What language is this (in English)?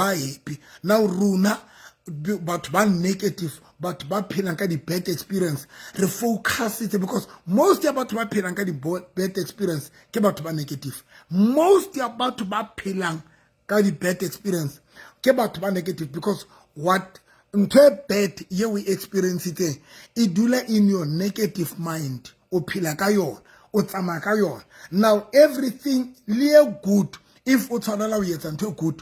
Southern Sotho